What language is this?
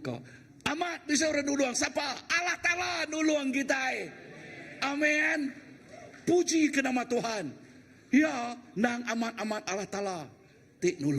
Iban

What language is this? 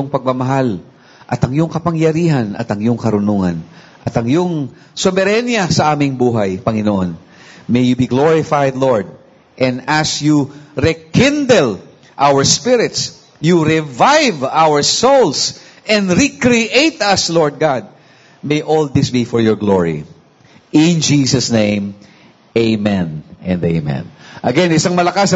Filipino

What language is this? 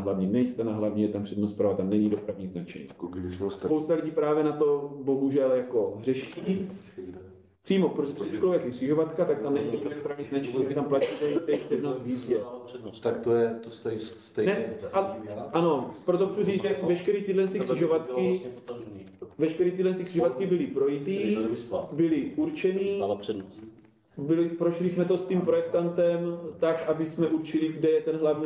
Czech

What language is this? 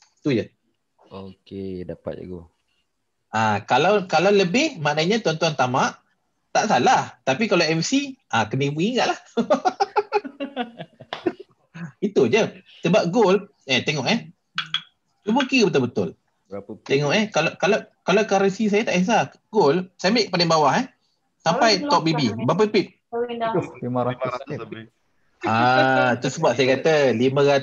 Malay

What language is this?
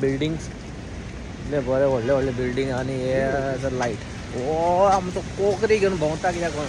Konkani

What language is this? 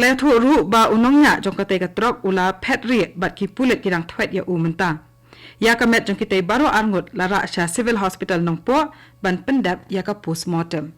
Khasi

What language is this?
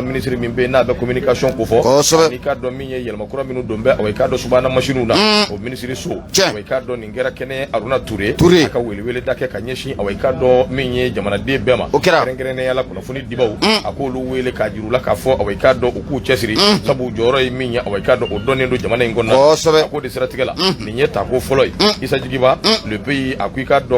Bambara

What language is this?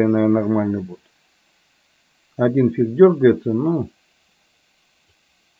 Russian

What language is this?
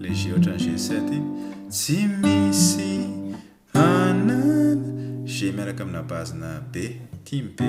Malagasy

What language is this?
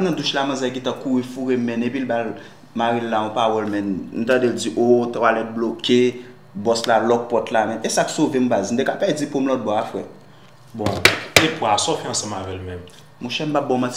Haitian Creole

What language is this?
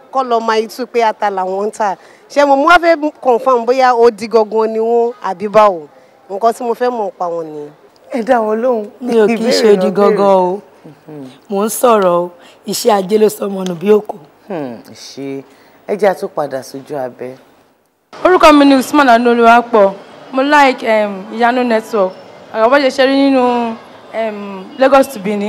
Yoruba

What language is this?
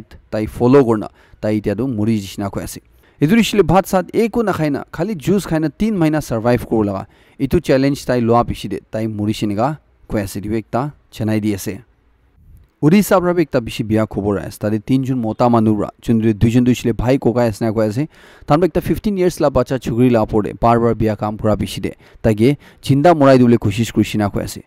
Naga Pidgin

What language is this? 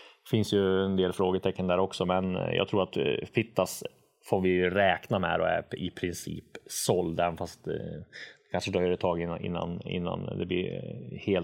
Swedish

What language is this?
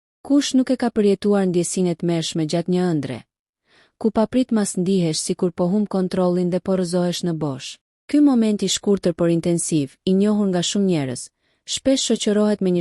Albanian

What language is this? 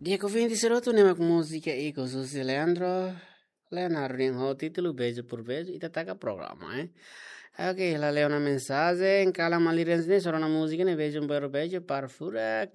Tetum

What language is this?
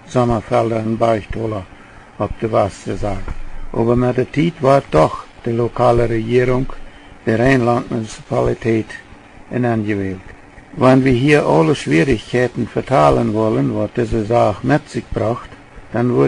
Plautdietsch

